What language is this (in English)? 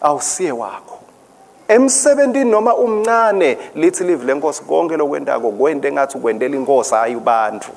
Swati